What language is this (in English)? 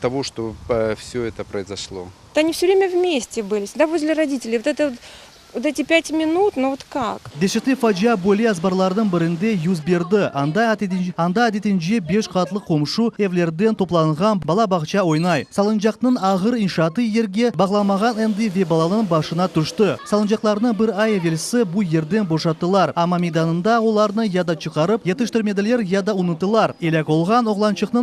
Crimean Tatar